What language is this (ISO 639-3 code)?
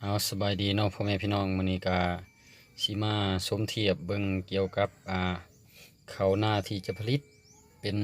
lao